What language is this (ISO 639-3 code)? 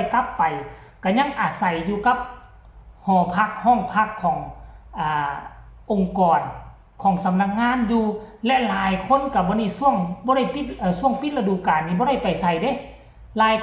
tts